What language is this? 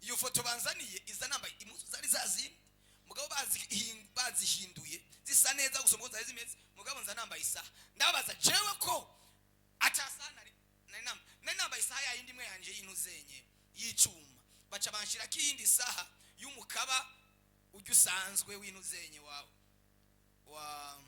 Rundi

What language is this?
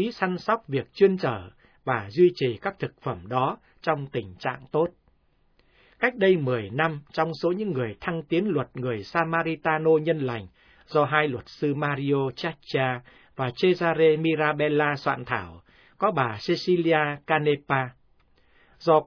Vietnamese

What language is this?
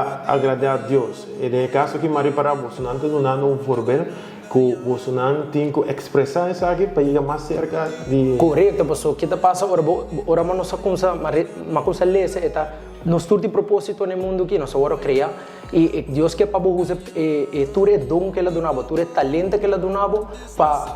Papiamento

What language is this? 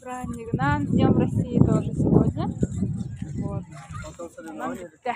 Yakut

